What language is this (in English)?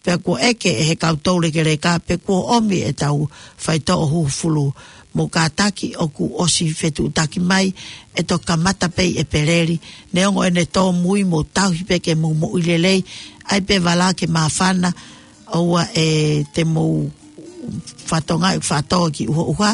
Tongan